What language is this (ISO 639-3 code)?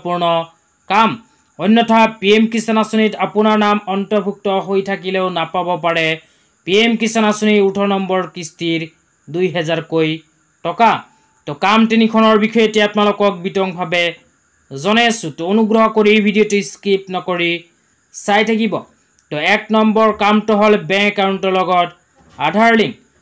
asm